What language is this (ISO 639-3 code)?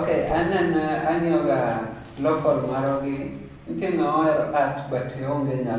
luo